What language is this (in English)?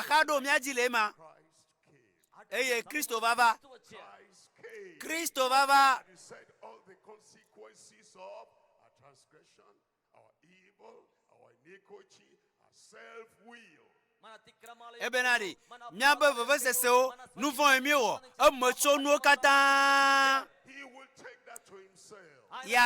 Ewe